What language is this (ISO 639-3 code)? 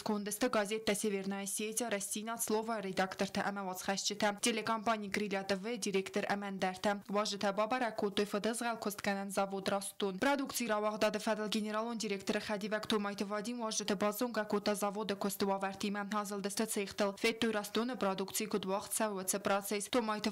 oss